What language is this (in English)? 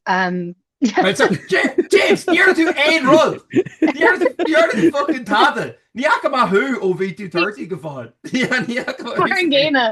Irish